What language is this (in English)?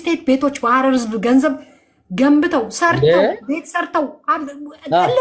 Amharic